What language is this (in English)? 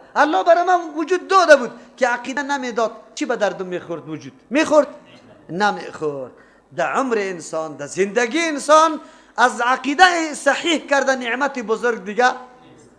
Persian